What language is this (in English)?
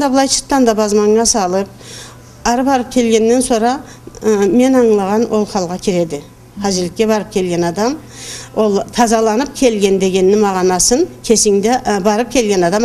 Karachay-Balkar